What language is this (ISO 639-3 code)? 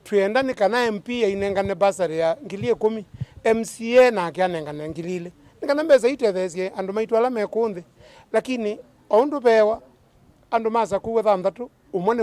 kam